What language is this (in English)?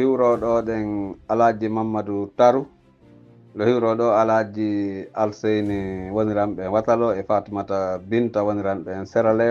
Pular